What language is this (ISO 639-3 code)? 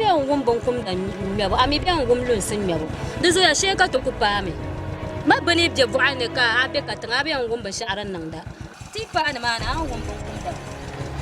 dag